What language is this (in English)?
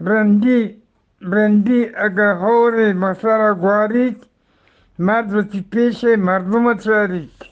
Eastern Balochi